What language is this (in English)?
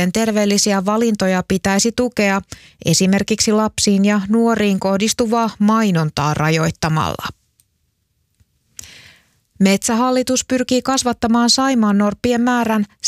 Finnish